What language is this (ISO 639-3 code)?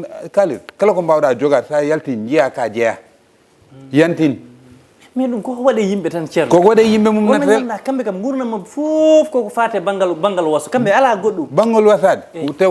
ful